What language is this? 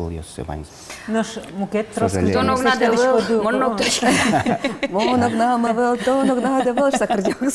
Udmurt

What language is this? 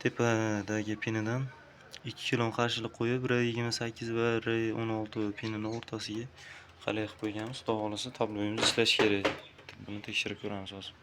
Uzbek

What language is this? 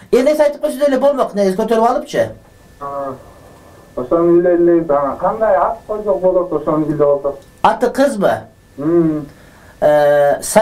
Kyrgyz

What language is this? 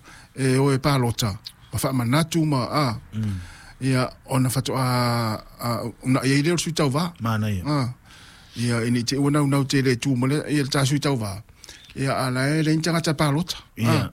Samoan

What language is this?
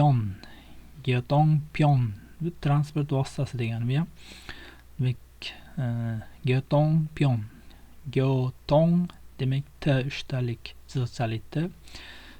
Uzbek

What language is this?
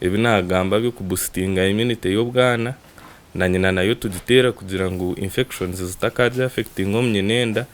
Nyankole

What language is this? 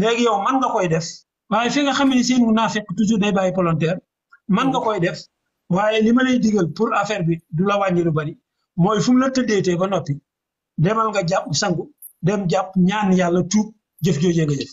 Wolof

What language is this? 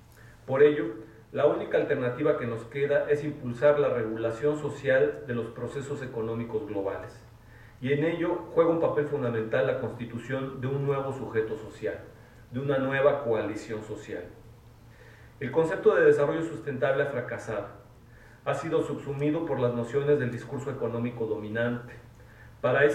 Spanish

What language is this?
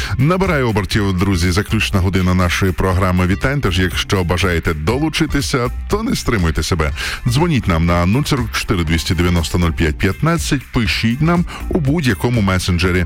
Ukrainian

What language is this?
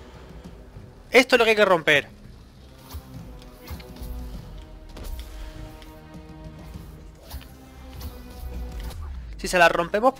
Spanish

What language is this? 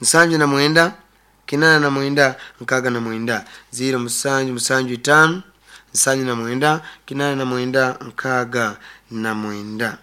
Nyankole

